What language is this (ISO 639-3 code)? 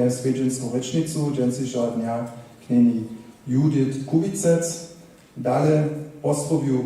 hsb